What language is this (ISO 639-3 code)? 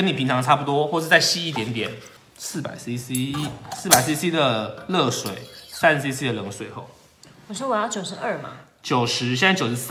zho